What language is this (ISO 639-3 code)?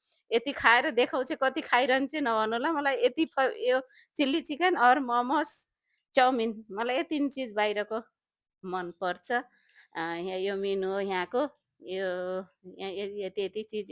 nep